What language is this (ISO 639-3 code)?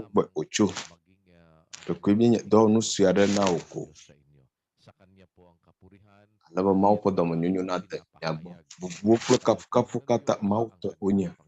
ewe